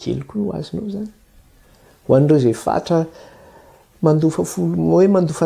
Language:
Malagasy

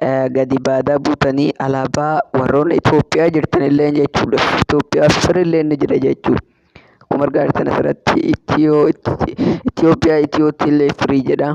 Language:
Oromo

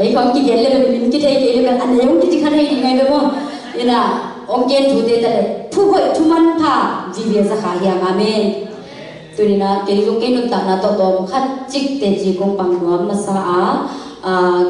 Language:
Tedim Chin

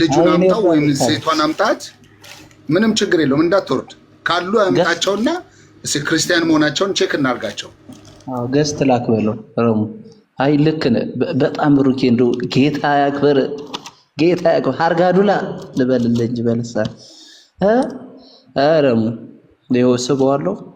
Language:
Amharic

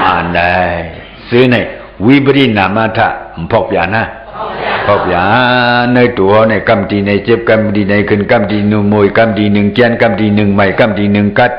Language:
Shan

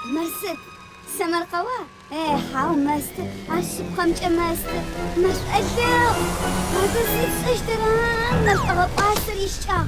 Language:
Adyghe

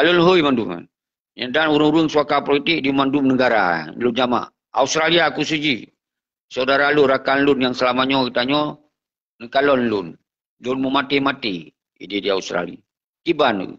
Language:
Achinese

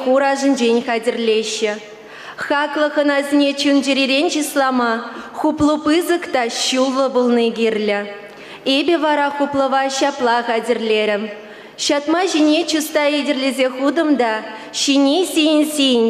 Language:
Chuvash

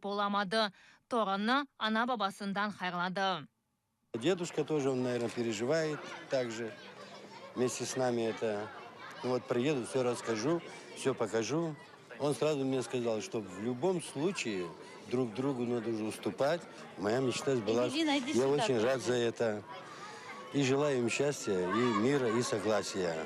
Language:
Crimean Tatar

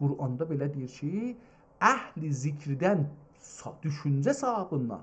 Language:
South Azerbaijani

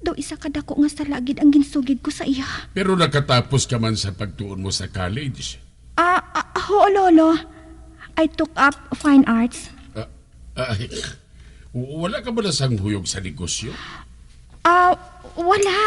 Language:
Hiligaynon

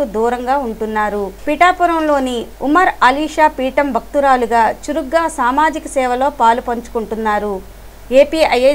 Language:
Telugu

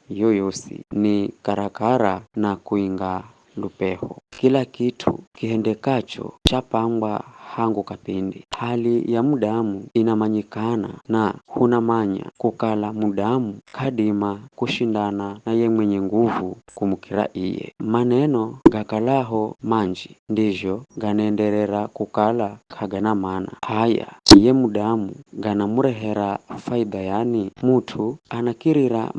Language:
Giryama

